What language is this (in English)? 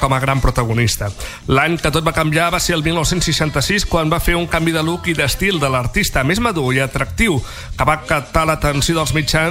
Catalan